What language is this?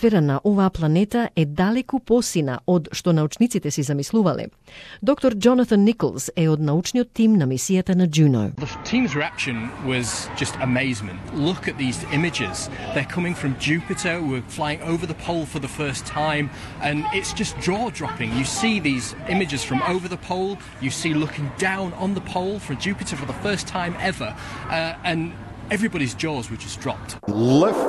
Macedonian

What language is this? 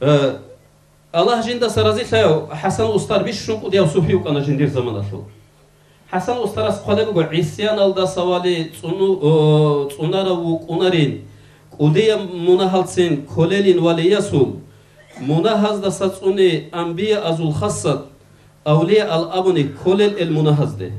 Avaric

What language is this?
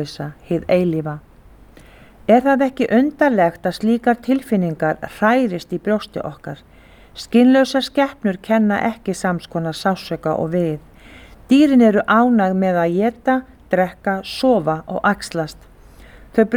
Icelandic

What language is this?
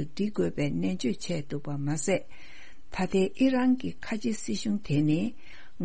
Tibetan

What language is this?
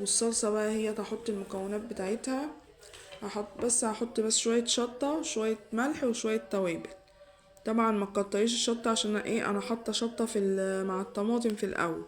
Egyptian Arabic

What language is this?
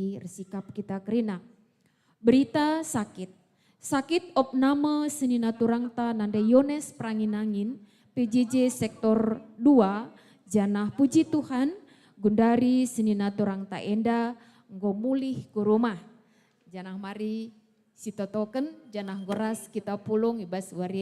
Batak Karo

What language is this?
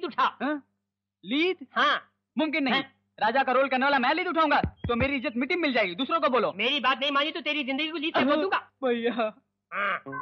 Hindi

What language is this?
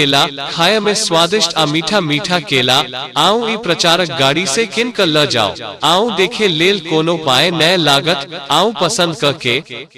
Maithili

